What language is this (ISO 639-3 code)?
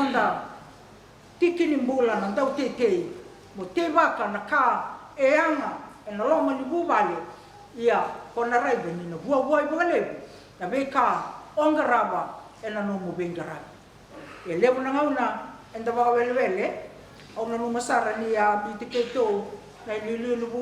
fij